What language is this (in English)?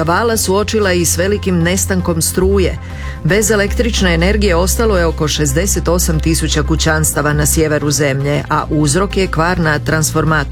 Croatian